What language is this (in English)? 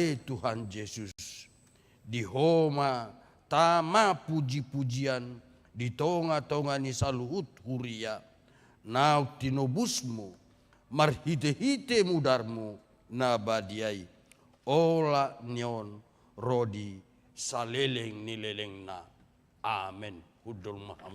Batak Toba